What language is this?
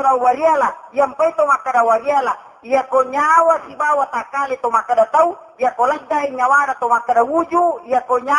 Buginese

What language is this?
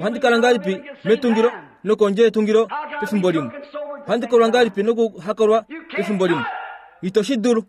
Kuanyama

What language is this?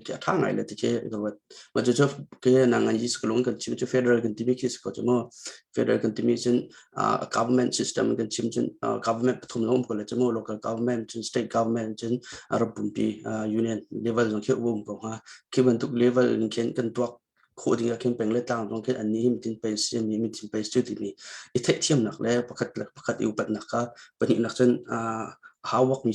Hakha Chin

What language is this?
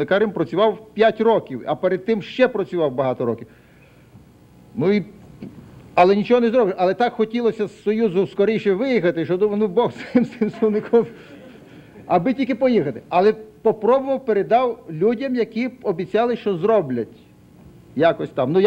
Ukrainian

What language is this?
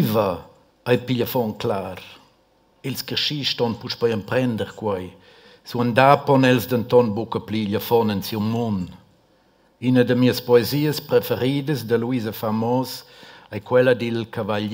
Romansh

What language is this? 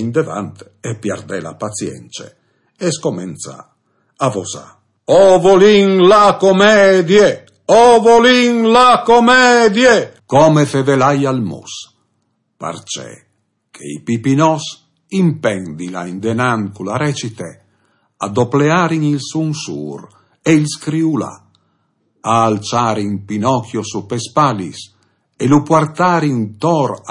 Friulian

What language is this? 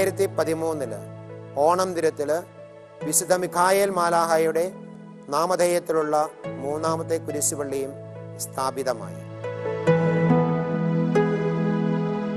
Malayalam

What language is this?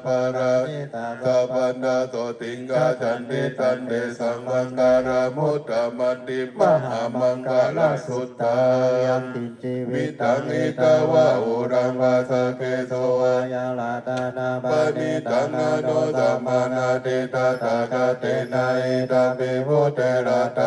Pali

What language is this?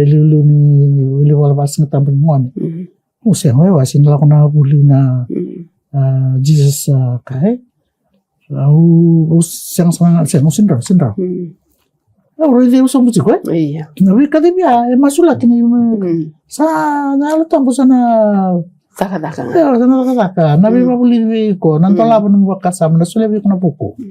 Fijian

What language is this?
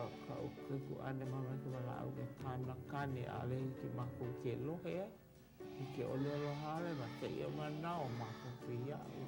Hawaiian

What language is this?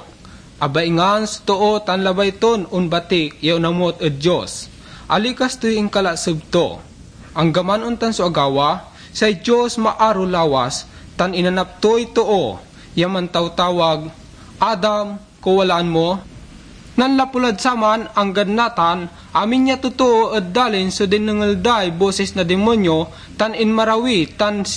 Pangasinan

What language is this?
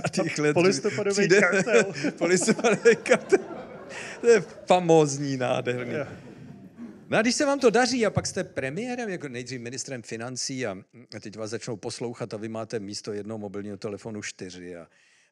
Czech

